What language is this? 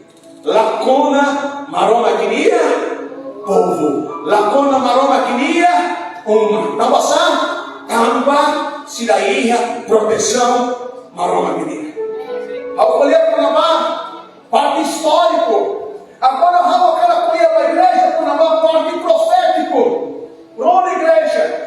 Tetum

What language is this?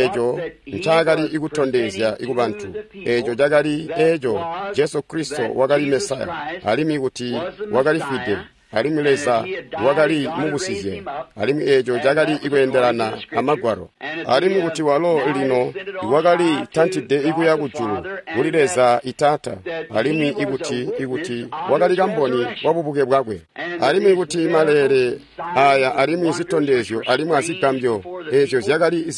Tonga (Zambia)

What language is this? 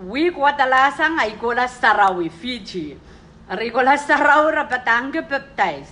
Pohnpeian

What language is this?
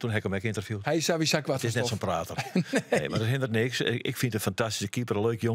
Western Frisian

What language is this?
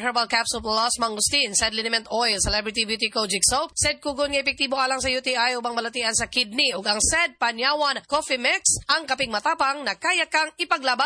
Cebuano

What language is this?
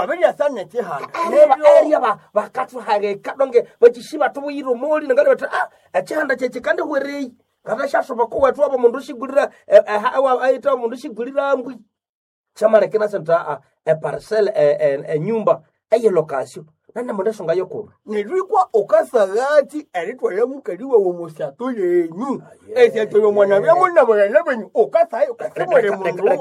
Nande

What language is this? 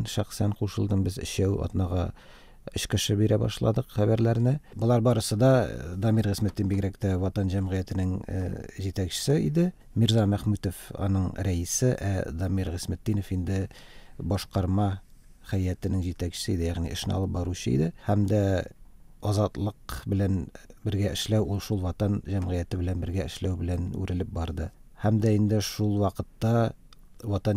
Tatar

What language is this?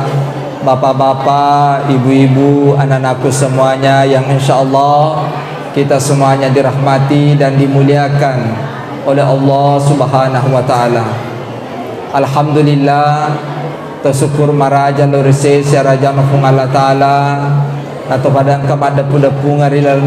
Buginese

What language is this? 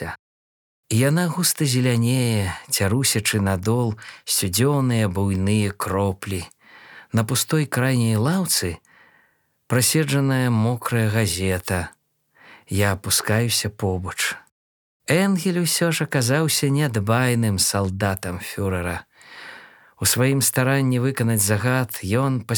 Belarusian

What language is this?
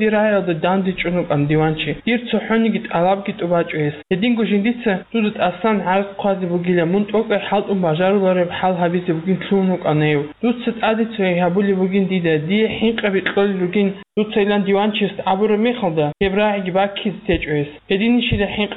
Avaric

